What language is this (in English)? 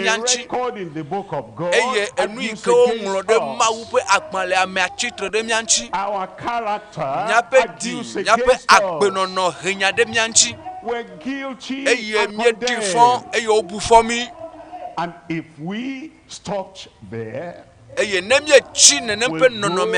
Ewe